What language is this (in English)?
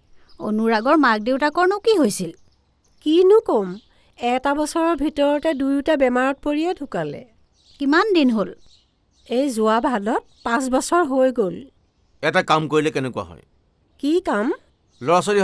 Assamese